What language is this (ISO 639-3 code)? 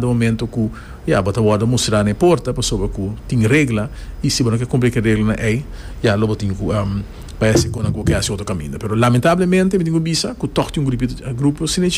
por